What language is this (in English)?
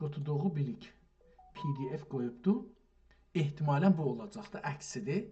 South Azerbaijani